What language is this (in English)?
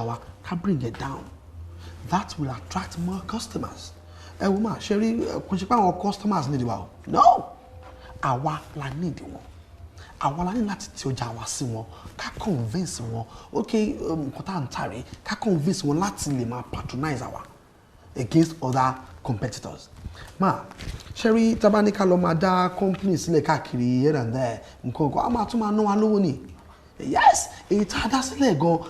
Yoruba